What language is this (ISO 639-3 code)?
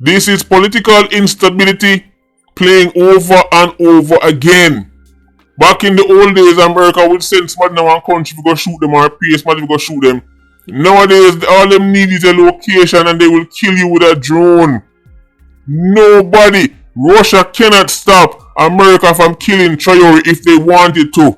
jam